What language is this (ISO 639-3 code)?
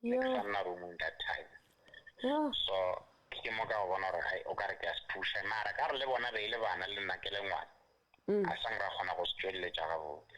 sot